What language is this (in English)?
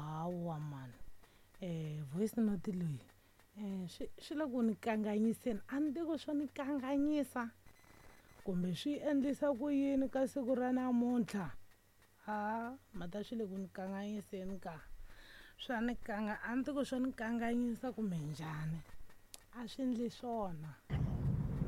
Tsonga